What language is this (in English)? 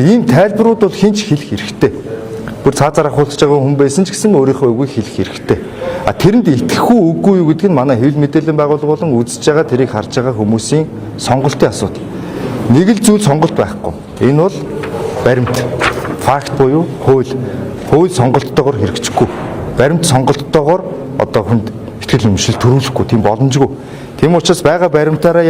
Mongolian